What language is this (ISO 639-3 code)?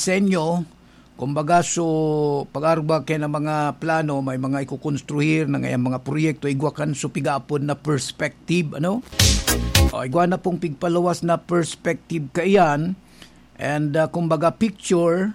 bik